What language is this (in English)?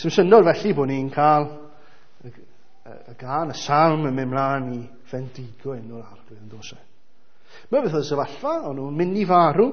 Welsh